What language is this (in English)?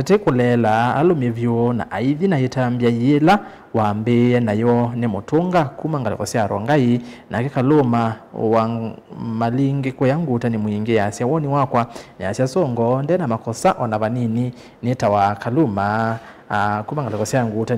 Kamba